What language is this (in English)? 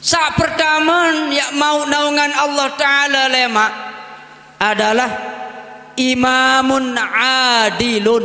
Sasak